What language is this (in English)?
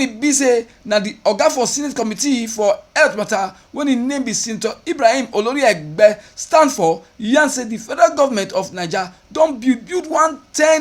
Nigerian Pidgin